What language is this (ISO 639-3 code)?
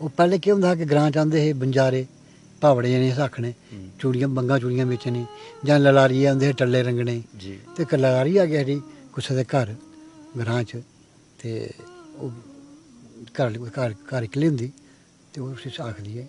doi